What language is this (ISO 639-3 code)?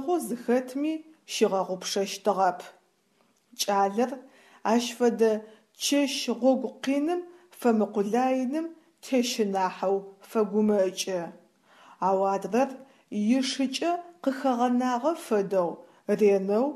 ady